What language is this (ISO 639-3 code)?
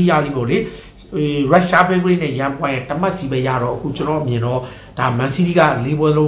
mya